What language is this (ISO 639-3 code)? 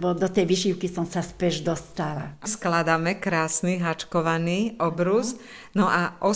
slk